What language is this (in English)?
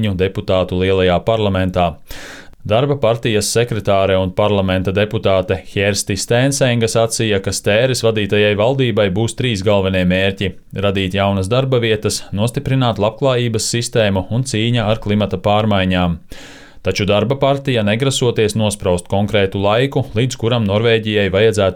Latvian